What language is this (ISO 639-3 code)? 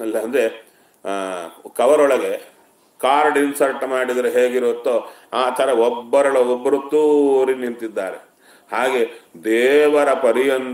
kan